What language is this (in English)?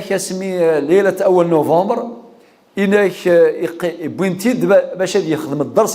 Kabyle